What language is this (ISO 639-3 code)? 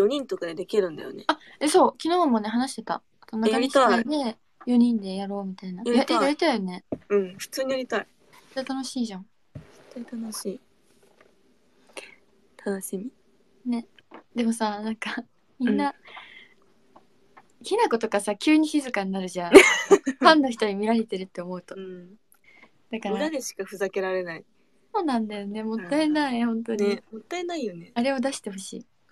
jpn